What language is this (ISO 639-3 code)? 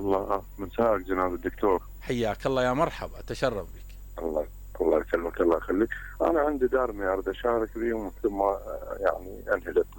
acm